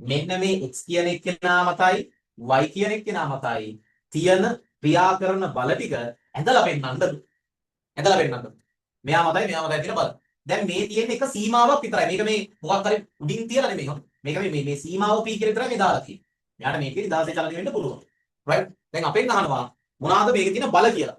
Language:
Sinhala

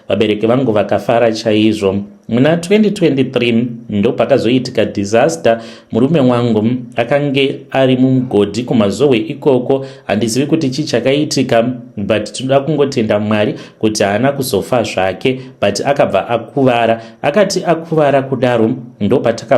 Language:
Shona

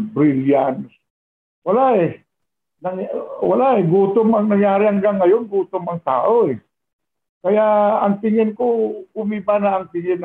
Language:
Filipino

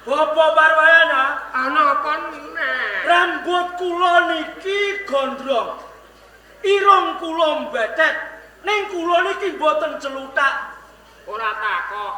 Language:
Javanese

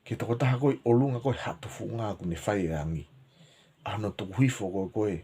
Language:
Tongan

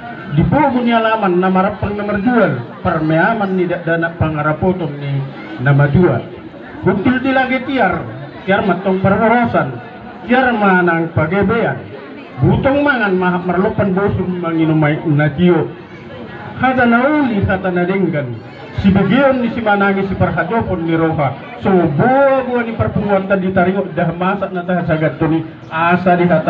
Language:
Batak Toba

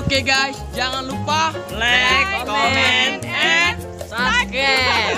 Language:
Musi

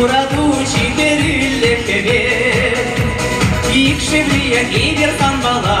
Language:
Chuvash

